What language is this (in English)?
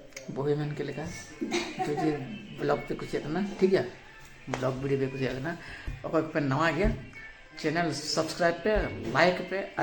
Santali